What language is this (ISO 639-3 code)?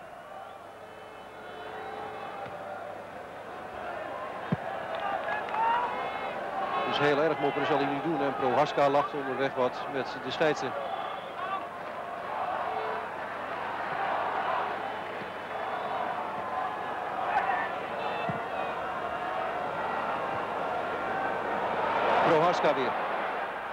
nld